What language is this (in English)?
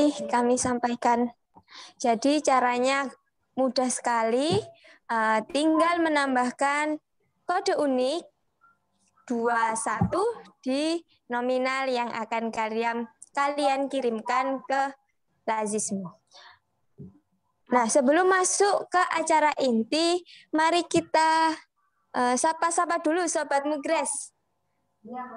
Indonesian